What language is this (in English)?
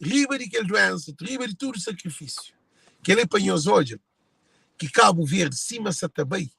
Kabuverdianu